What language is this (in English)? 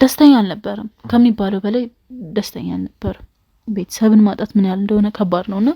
Amharic